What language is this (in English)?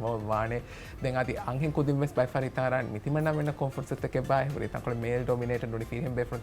Divehi